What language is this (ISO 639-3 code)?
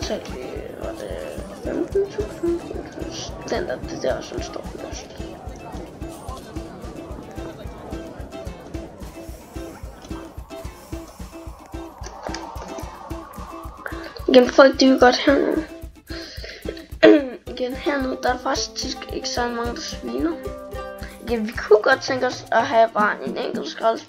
dan